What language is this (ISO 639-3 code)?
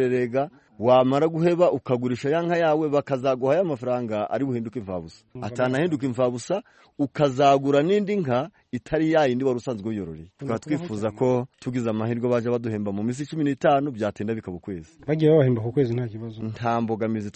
kin